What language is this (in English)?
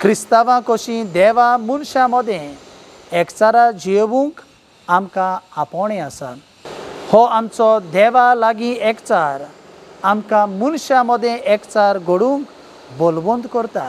Konkani